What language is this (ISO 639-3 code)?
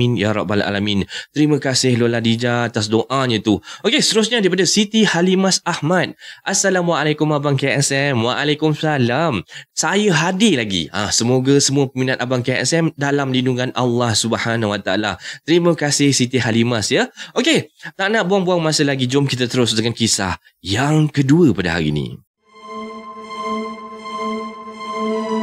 msa